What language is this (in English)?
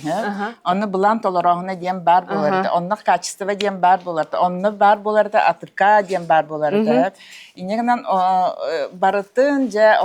Yakut